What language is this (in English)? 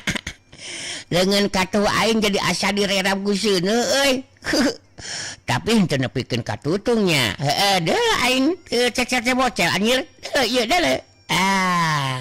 Sundanese